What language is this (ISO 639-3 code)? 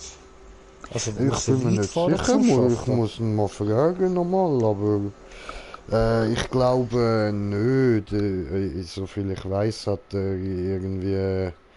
gsw